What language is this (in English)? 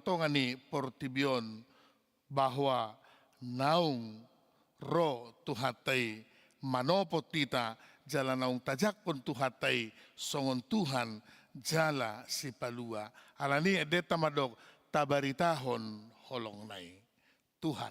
Batak Toba